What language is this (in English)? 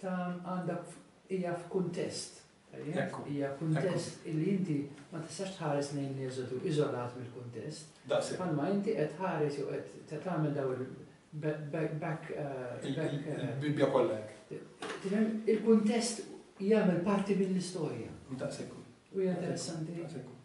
Maltese